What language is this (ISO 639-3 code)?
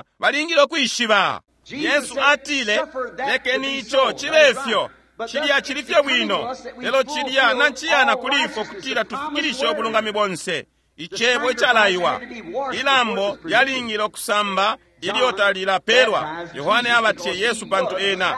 bem